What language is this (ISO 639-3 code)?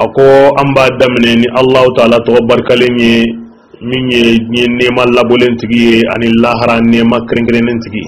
bam